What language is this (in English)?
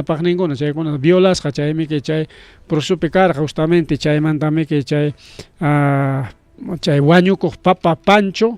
Ayacucho Quechua